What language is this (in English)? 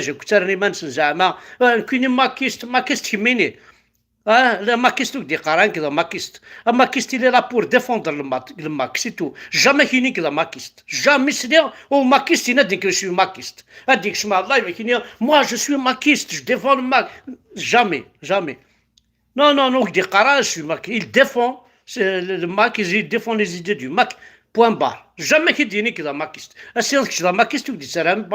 Kabyle